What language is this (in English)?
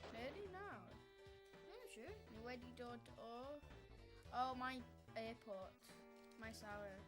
Welsh